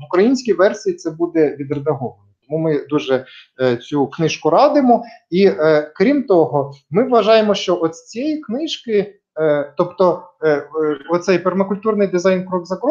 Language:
Ukrainian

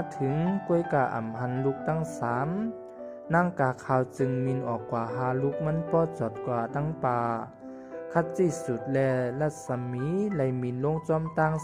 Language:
Shan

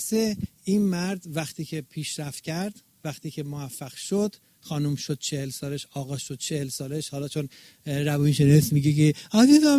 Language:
Persian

